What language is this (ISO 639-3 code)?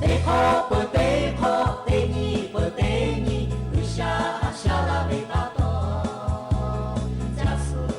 lhu